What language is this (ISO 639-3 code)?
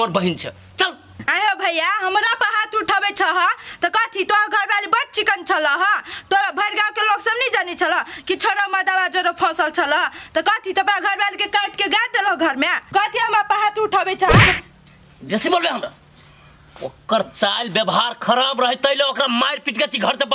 mai